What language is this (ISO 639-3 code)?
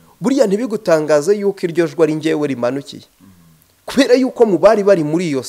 kin